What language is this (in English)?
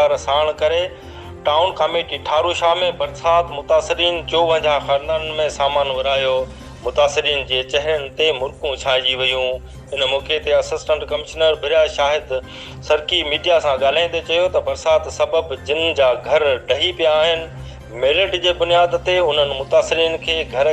Sindhi